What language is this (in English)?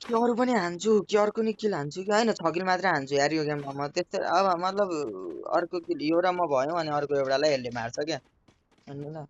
Nepali